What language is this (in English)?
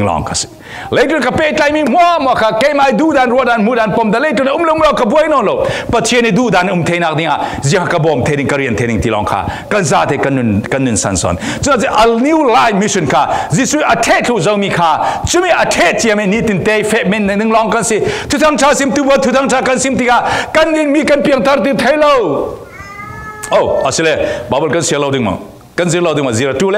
Falam Chin